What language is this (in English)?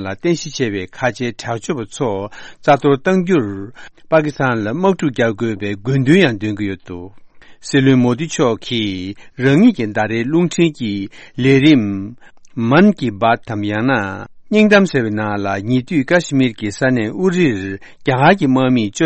Tibetan